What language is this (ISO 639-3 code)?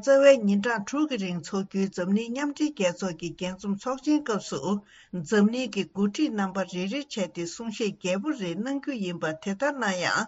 bod